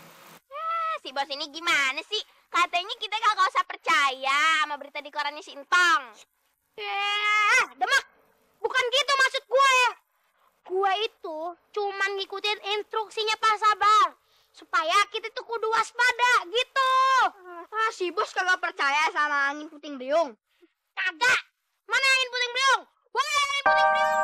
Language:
Betawi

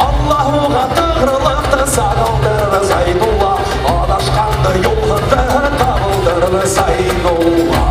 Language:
Bashkir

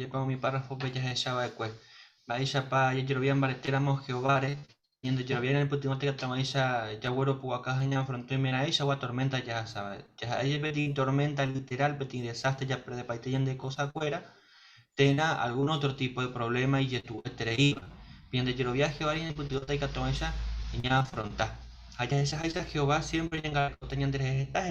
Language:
Guarani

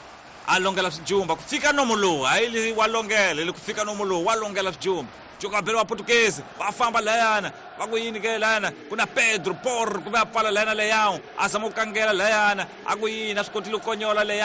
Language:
Tsonga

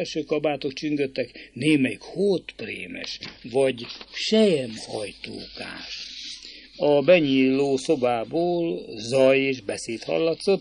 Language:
Hungarian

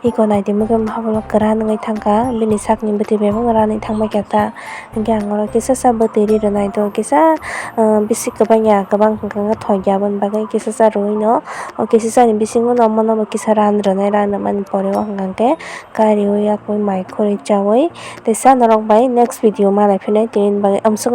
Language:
Kok Borok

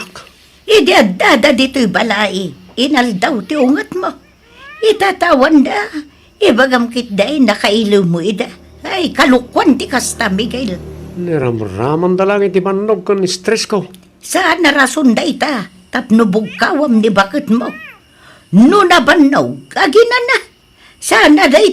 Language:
Iloko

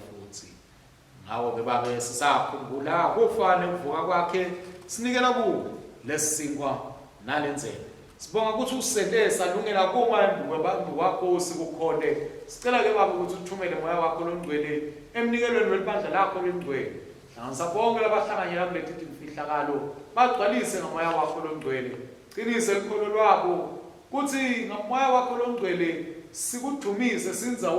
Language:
Swati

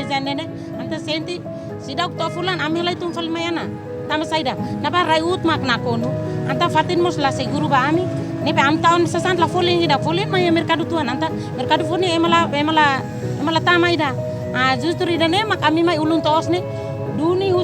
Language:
Tetum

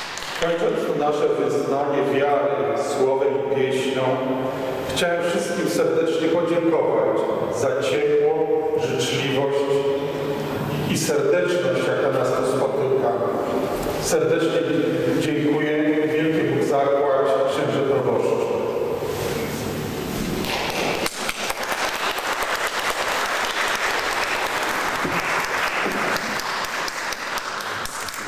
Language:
Polish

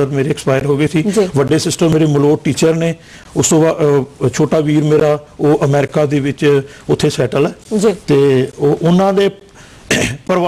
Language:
Punjabi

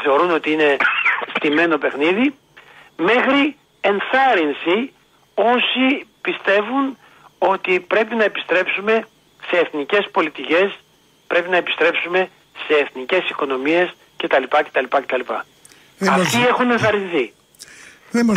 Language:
Greek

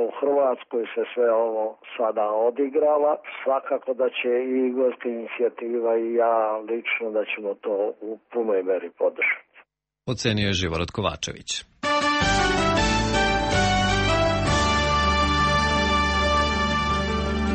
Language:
Serbian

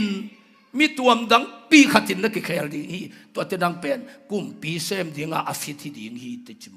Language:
Tedim Chin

